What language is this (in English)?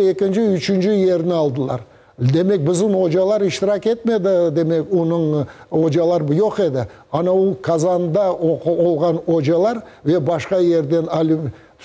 Crimean Tatar